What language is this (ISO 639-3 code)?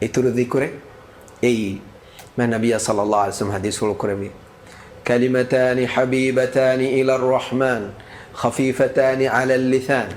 div